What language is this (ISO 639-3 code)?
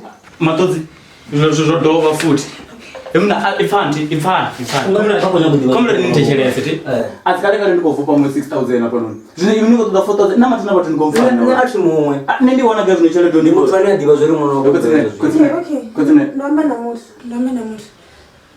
ven